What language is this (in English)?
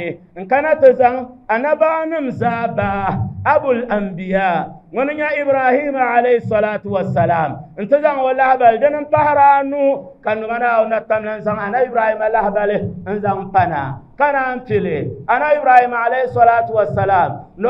Dagbani